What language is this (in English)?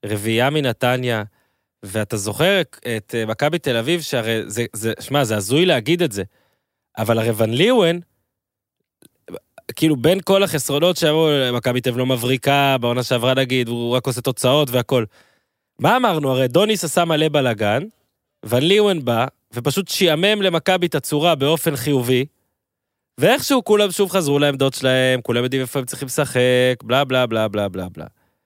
Hebrew